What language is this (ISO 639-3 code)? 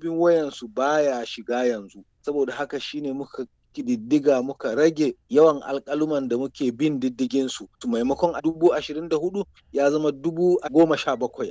hau